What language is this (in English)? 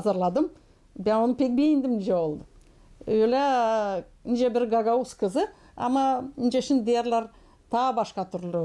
Gagauz